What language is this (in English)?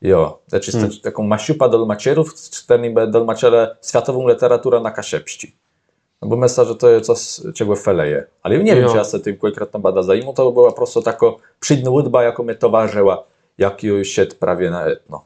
Kashubian